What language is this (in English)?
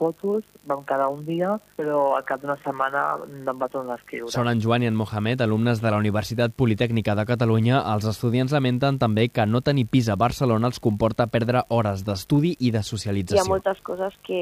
Catalan